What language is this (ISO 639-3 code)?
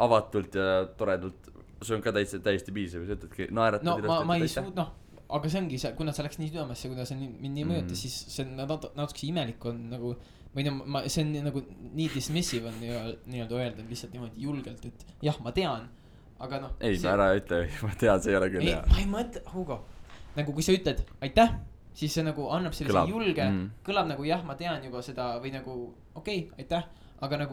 est